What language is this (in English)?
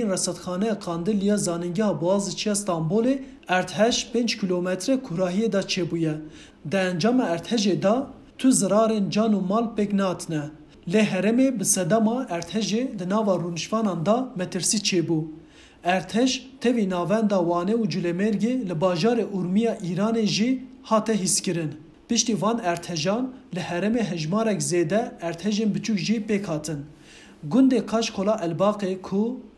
Kurdish